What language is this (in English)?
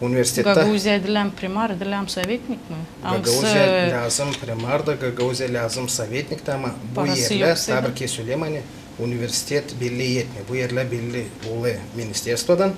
Gagauz